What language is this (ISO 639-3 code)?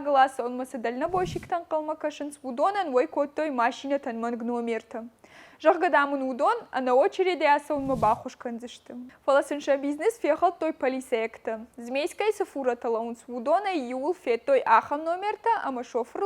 oss